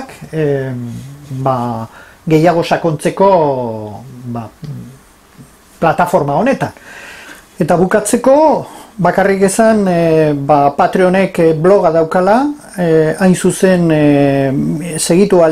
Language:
Basque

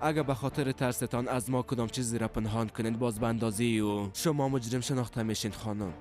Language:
Persian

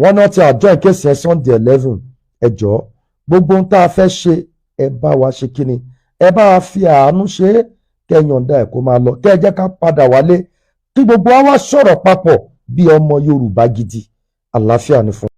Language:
Yoruba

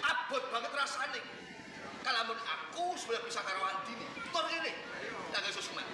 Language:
Javanese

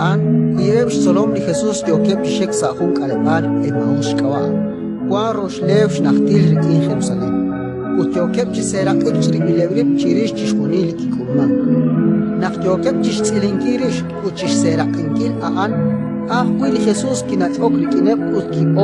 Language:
Kekchí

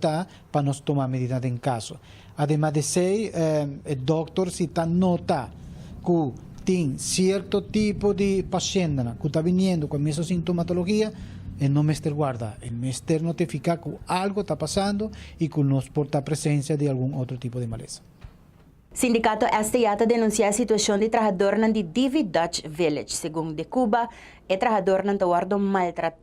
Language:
Papiamento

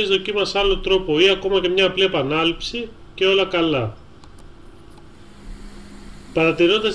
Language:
Greek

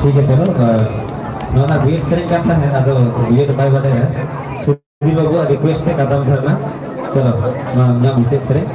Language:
Santali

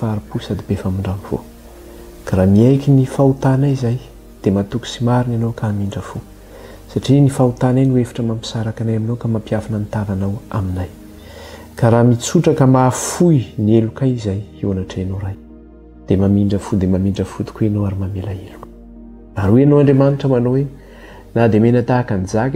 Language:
Malagasy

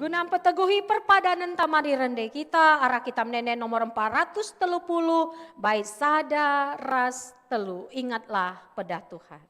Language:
Batak Karo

